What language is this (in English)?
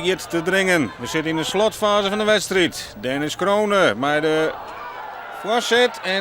Western Frisian